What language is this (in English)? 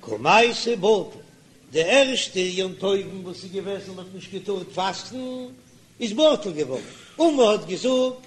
Yiddish